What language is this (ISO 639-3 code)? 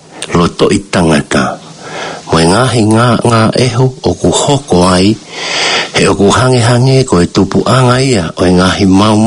ton